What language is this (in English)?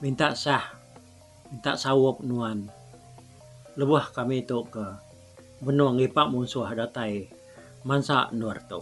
Iban